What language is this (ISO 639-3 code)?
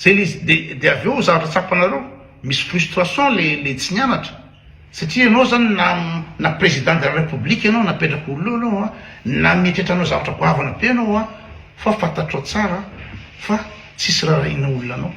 mlg